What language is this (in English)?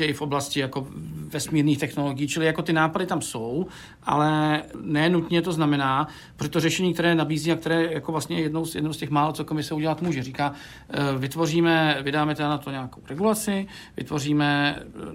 Czech